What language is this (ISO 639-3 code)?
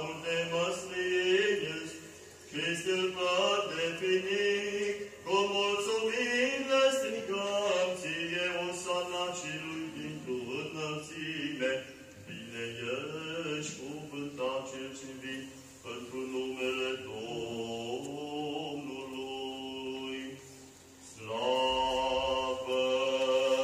ron